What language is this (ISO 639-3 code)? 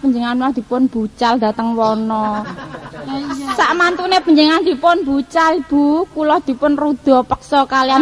jav